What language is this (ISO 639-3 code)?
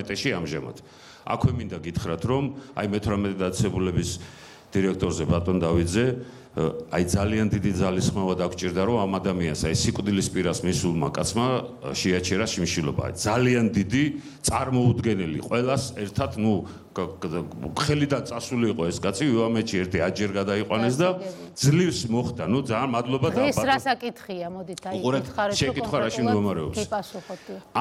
kat